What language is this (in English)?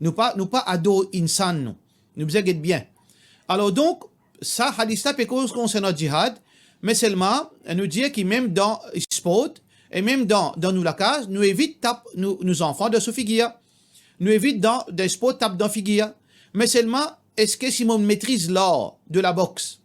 Morisyen